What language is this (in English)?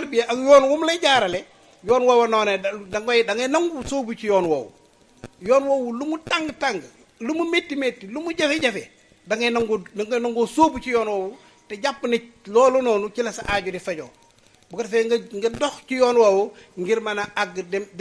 Wolof